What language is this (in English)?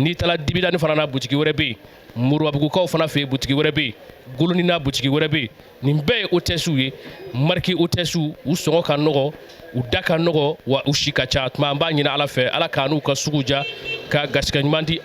Bambara